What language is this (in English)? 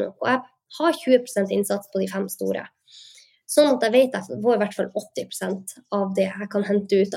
Norwegian